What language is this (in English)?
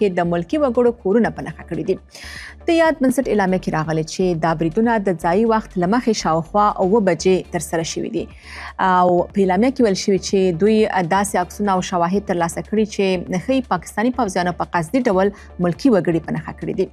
Pashto